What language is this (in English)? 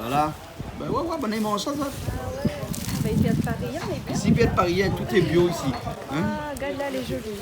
Réunion Creole French